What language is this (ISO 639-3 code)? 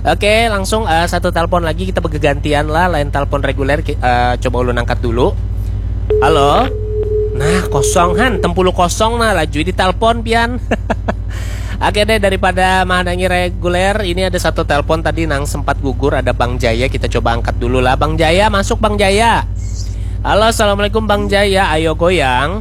bjn